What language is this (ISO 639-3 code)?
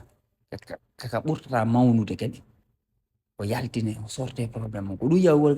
ful